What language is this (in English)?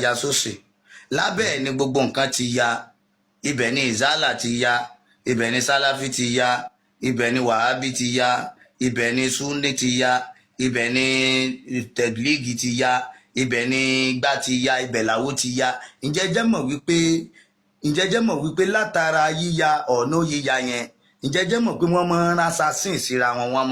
Yoruba